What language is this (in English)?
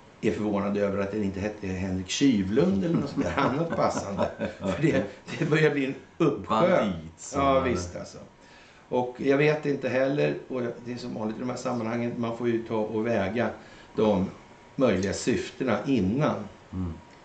Swedish